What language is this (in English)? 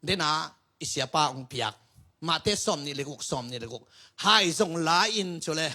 Tedim Chin